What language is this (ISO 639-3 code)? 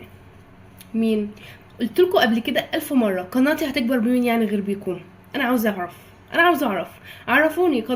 arz